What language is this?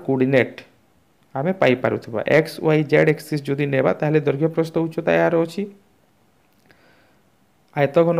Odia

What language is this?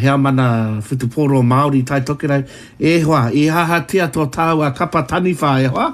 Māori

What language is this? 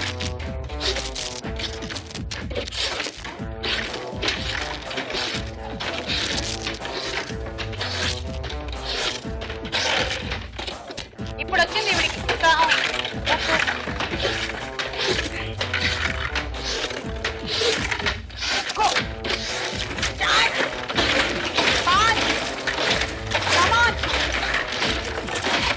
Telugu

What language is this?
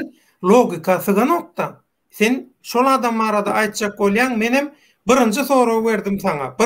Turkmen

